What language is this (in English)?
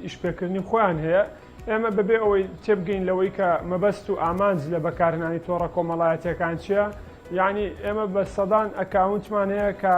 Central Kurdish